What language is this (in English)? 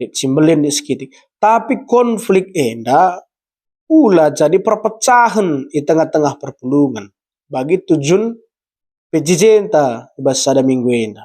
Batak Karo